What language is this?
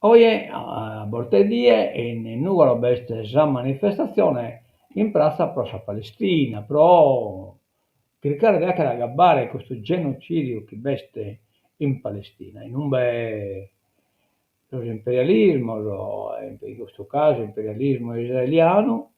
Sardinian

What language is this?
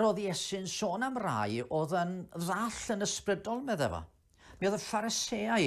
Welsh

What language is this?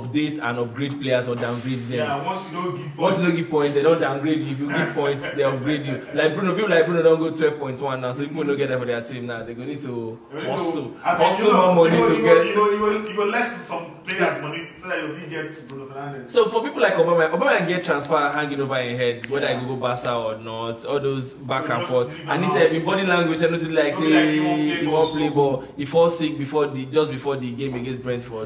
Nigerian Pidgin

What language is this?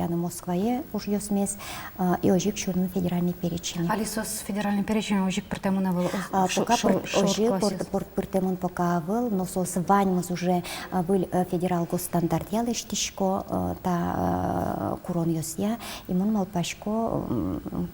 Udmurt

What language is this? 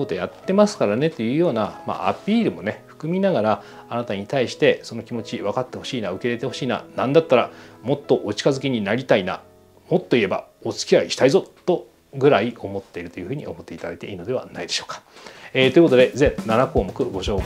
Japanese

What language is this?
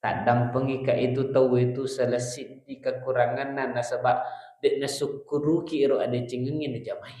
Buginese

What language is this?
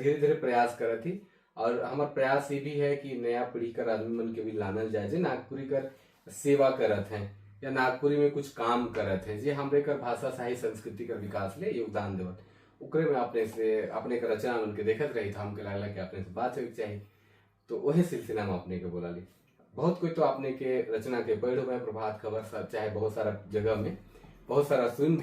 Sadri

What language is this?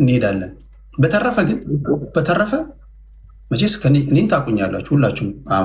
Amharic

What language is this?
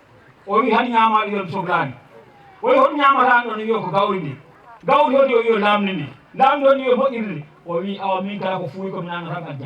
Fula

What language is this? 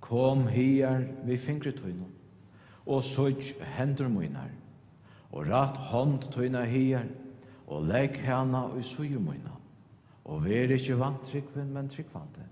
Faroese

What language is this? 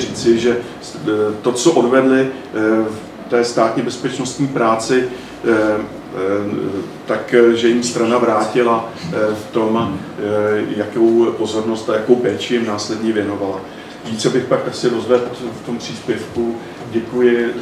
Czech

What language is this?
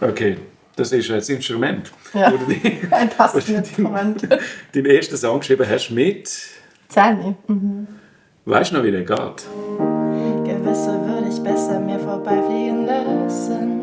Swiss German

